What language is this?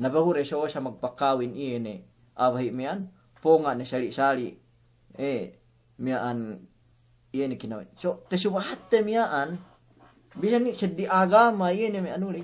Yakan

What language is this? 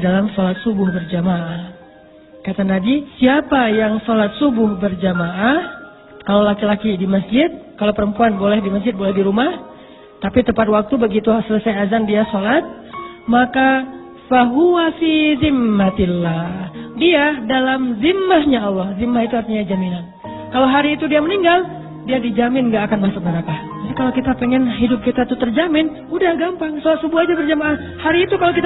Indonesian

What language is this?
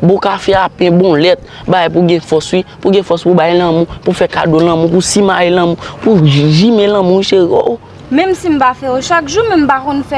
Haitian Creole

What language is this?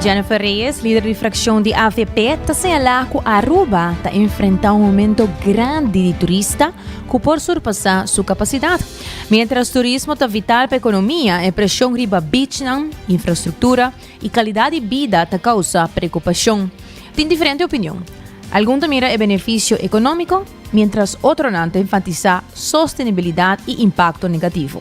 Papiamento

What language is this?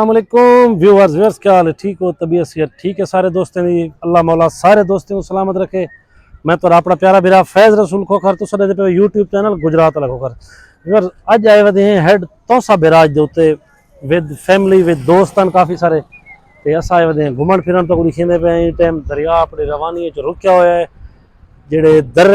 Saraiki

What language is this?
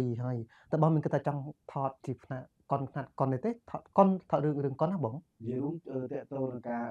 Khmer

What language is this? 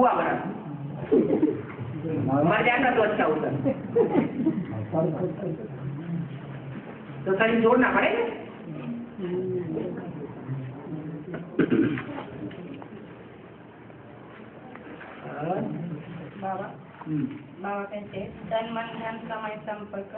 Hindi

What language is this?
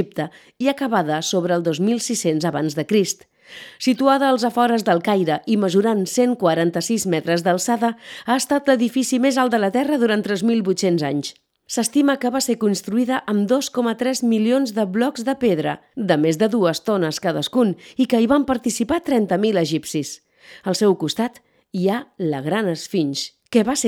Catalan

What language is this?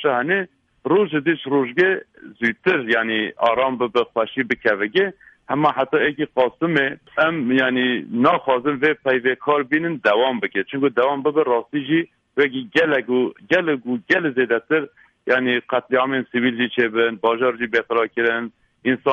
Kurdish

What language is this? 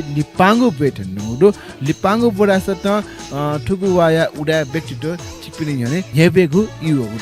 Newari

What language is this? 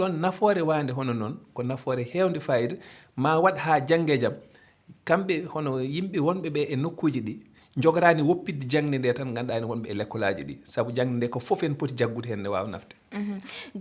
Fula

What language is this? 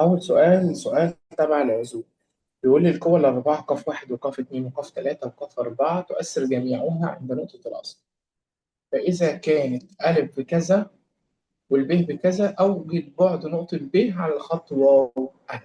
Egyptian Arabic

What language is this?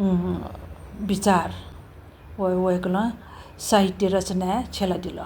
Newari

